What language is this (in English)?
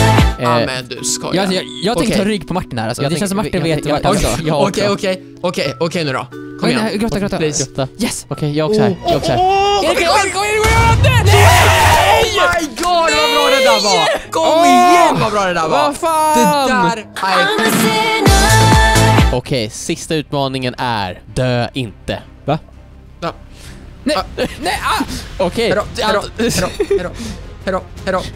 Swedish